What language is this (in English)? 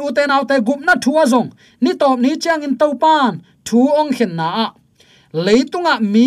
Tedim Chin